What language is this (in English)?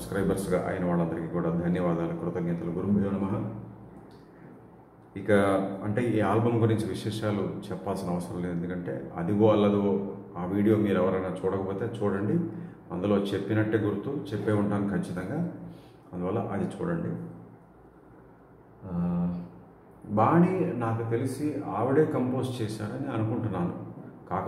Telugu